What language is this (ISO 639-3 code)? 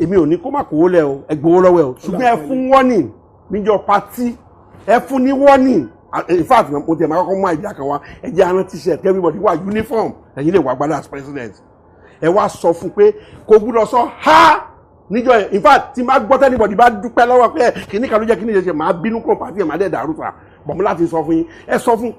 yor